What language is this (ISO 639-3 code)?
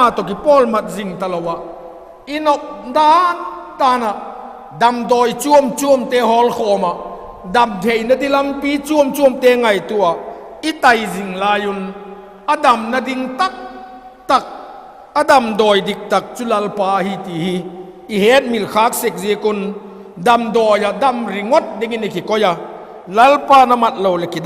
vap